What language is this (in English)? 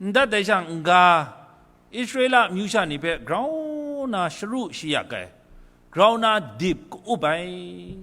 Kachin